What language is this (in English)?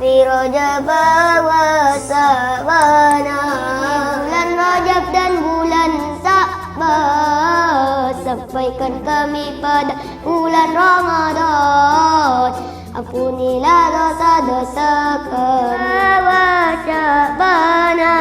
Madurese